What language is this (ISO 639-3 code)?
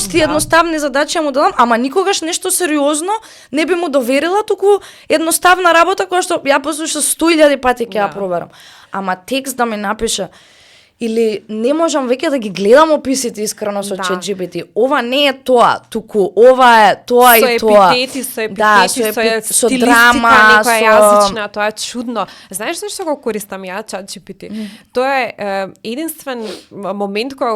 mkd